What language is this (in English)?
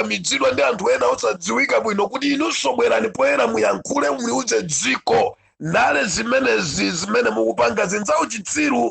Nyanja